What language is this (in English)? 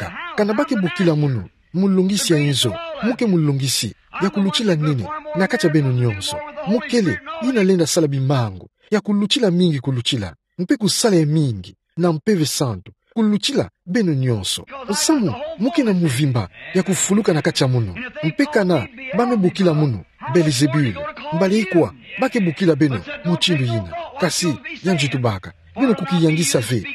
Kituba (Democratic Republic of Congo)